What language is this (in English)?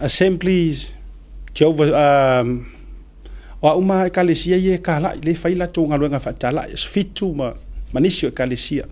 Samoan